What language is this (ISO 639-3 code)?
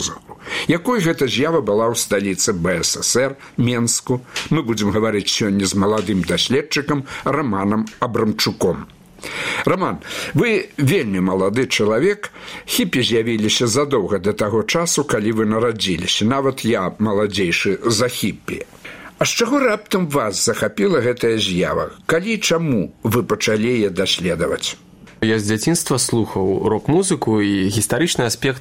bel